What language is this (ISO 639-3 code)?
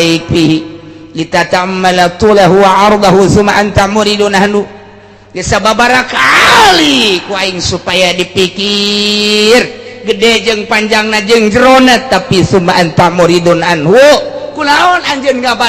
sun